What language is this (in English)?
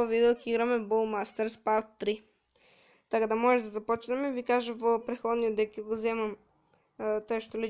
Macedonian